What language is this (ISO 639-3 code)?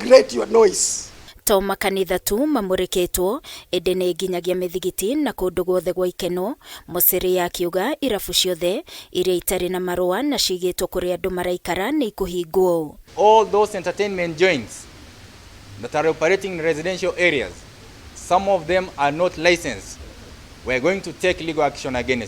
kik